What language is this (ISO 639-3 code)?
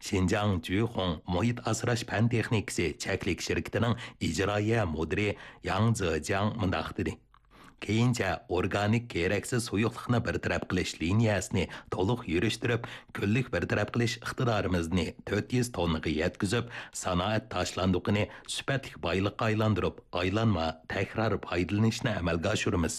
uig